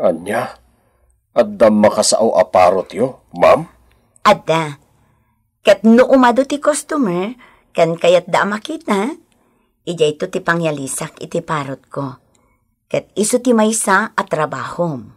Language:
Iloko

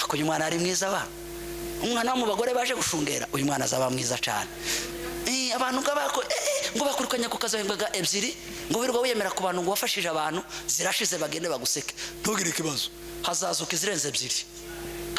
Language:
Kinyarwanda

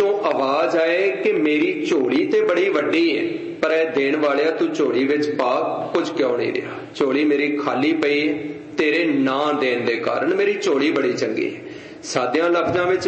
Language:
Punjabi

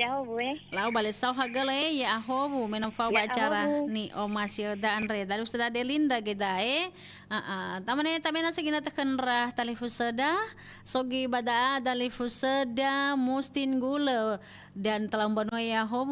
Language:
Nias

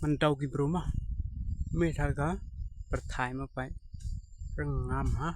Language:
Khasi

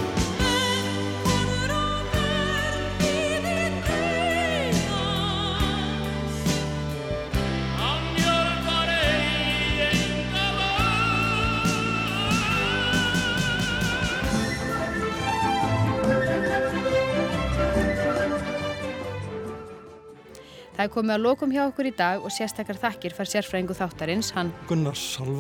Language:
Icelandic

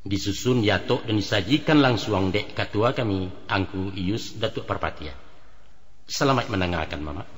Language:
Minangkabau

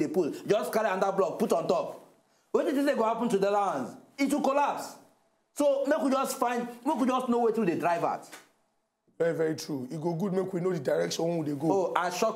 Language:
Nigerian Pidgin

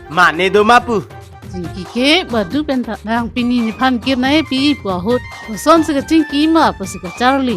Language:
Karbi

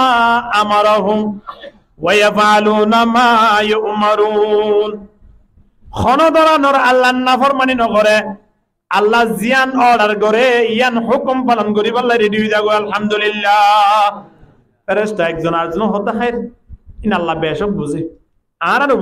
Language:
Rohingya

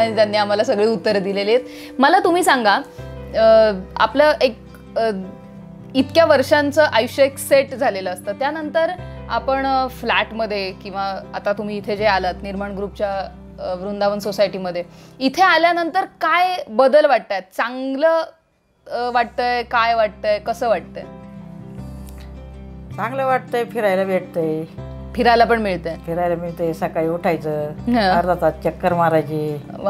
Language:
Marathi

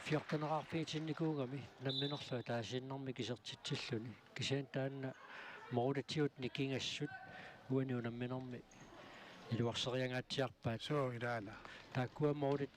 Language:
Kalaallisut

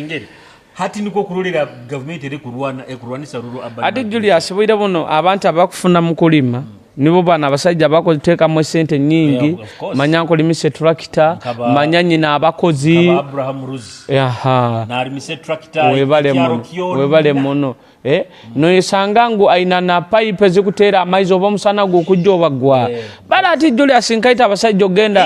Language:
Nyoro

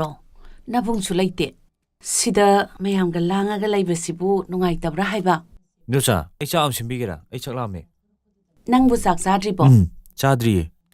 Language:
Manipuri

